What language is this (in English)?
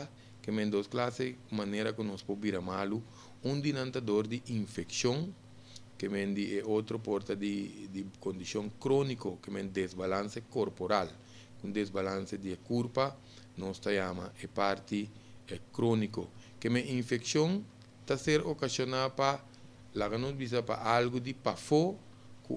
Papiamento